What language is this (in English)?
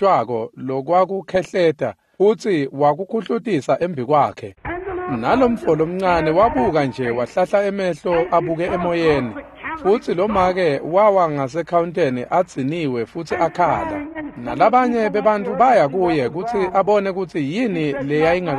Swati